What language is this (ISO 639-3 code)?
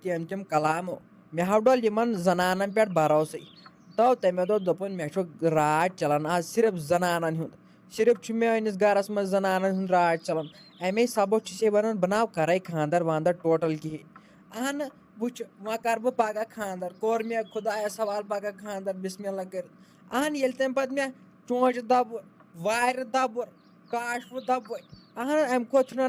kas